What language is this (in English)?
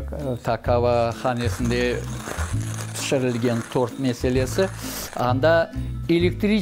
Crimean Tatar